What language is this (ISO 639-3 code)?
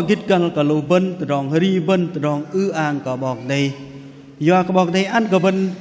bdq